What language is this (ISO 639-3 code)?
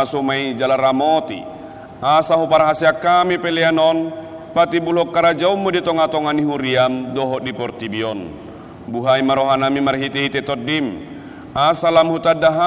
bbc